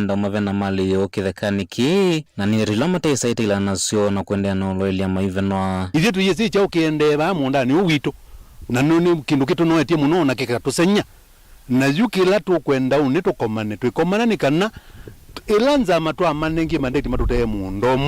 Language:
Kamba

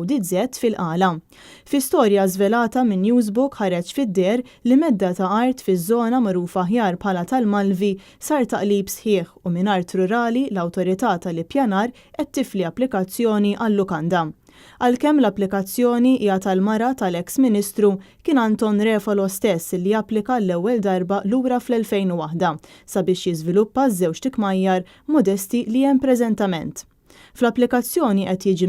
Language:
Maltese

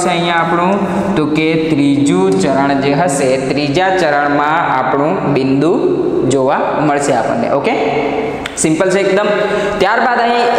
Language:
Gujarati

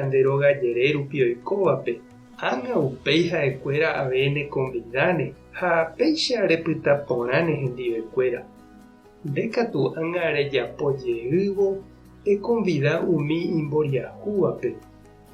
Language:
Guarani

